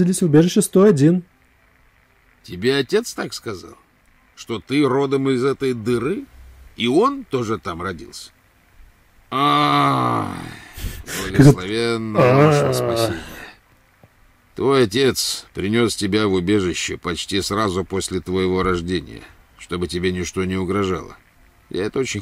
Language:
Russian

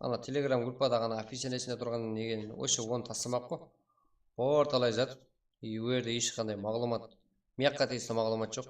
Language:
Kara-Kalpak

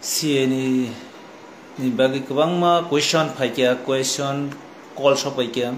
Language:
Kok Borok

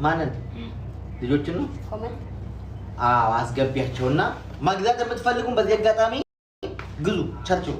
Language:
Amharic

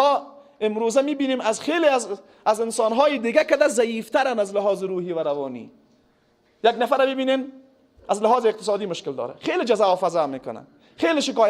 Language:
Persian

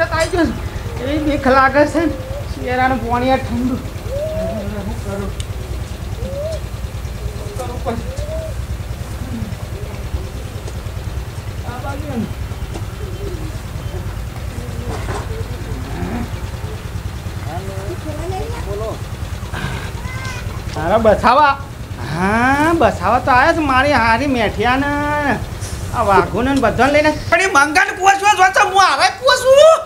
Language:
Gujarati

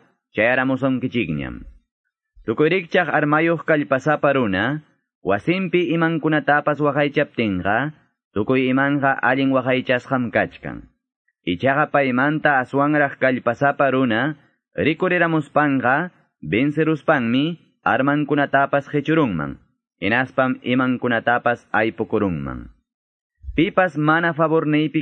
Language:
Quechua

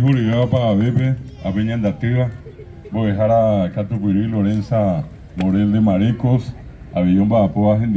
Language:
Guarani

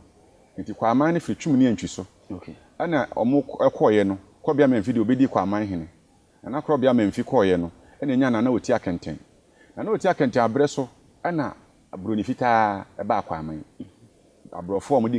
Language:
Akan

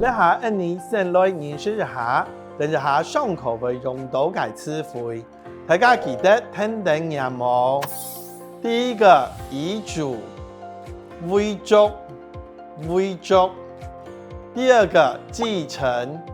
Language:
Hakka Chinese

